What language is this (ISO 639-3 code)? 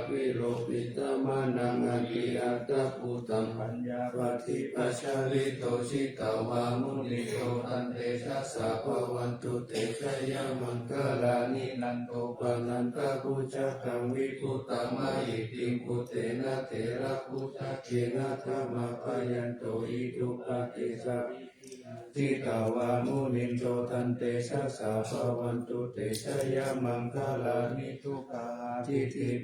pli